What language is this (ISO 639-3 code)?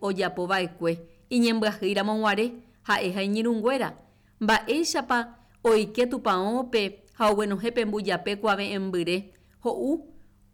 grn